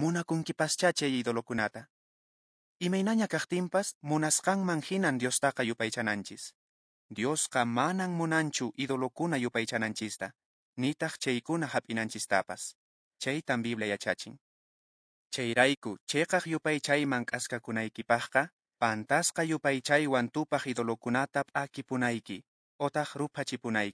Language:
Quechua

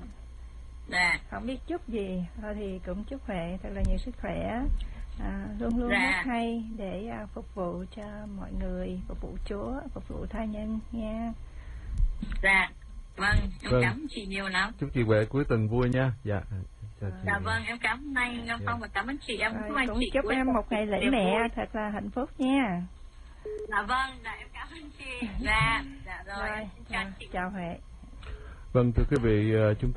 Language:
Vietnamese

